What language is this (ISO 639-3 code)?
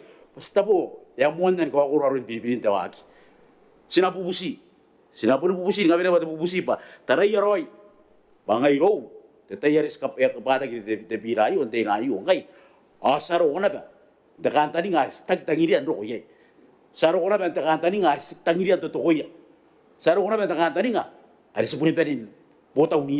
gil